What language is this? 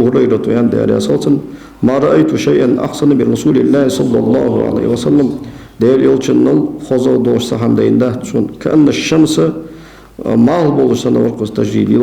Ingush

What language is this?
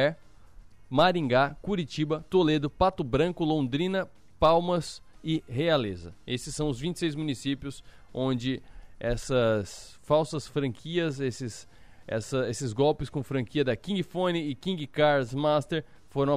Portuguese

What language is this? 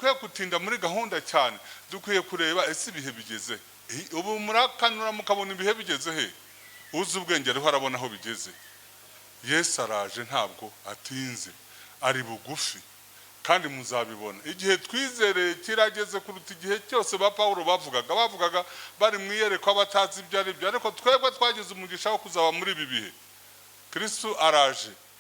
Kinyarwanda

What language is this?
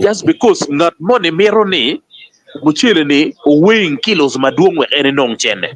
Acoli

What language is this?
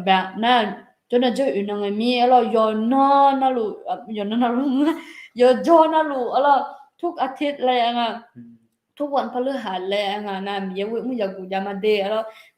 Akha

